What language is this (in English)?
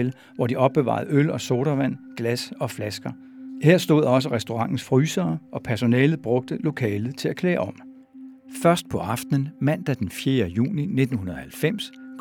Danish